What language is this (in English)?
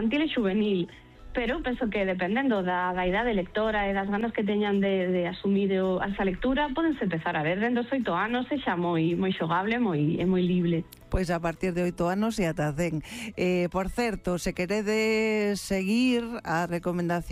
Galician